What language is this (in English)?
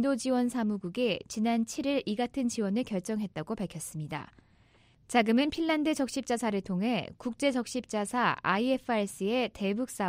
Korean